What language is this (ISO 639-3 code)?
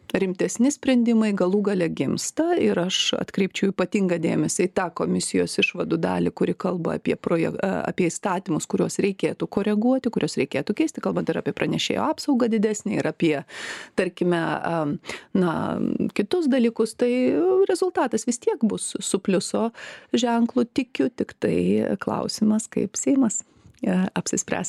lit